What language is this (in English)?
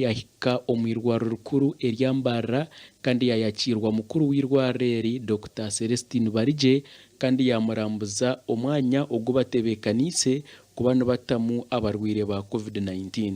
Nyankole